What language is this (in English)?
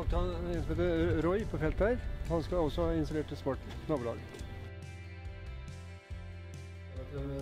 Norwegian